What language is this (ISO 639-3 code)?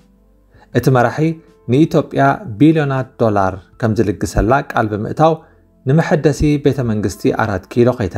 tir